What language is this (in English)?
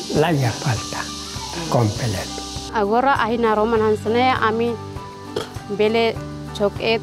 Tetum